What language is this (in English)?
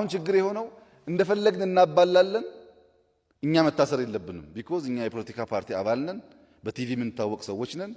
Amharic